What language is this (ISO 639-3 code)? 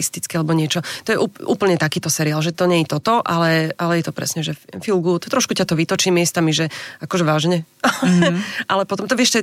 slk